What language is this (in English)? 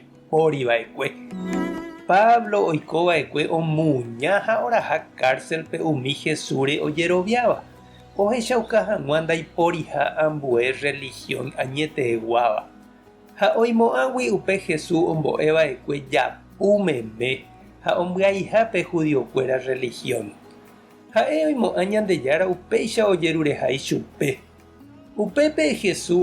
Guarani